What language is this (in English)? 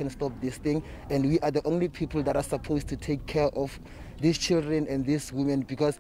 Zulu